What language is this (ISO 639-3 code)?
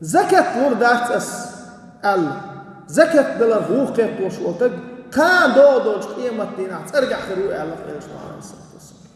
che